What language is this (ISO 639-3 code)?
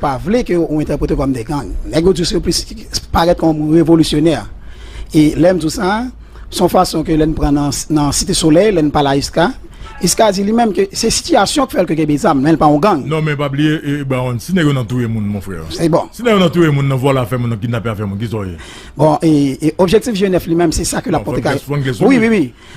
hat